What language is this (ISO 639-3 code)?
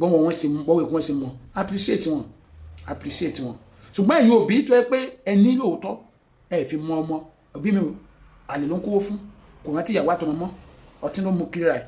yor